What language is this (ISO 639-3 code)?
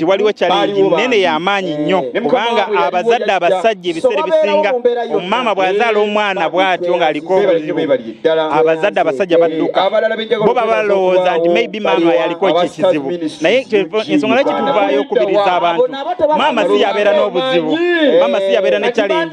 lug